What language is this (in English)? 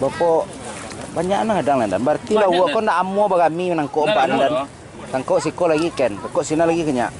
Minangkabau